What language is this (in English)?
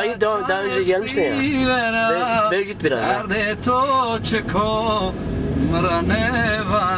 Zaza